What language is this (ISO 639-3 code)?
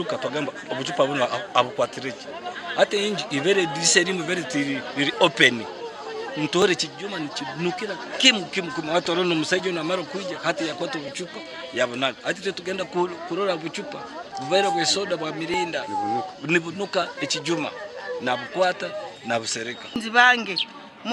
nyn